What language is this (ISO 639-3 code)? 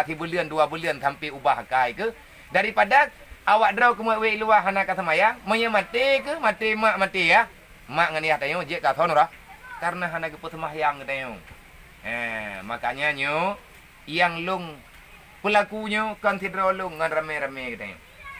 ace